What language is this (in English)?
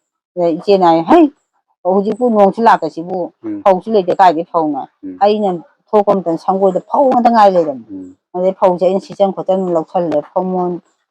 Manipuri